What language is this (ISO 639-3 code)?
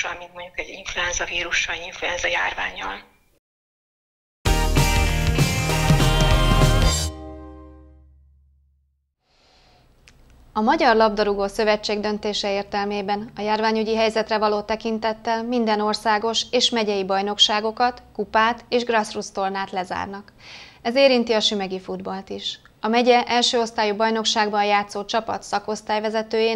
hun